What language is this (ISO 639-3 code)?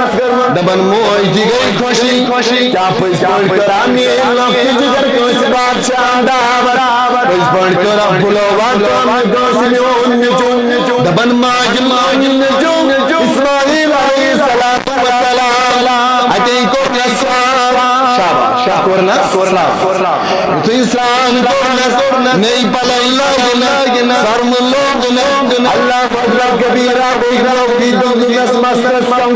kas